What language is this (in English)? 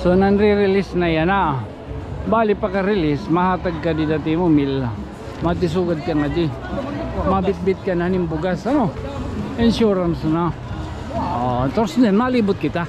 Waray